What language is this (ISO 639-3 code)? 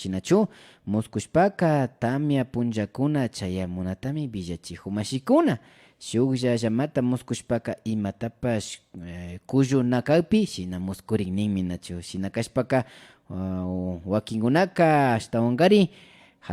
qvi